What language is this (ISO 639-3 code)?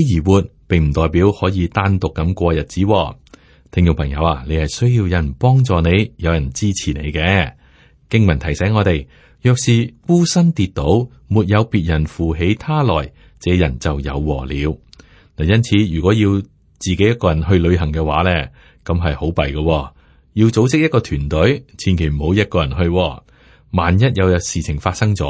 yue